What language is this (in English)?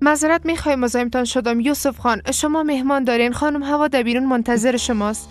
Persian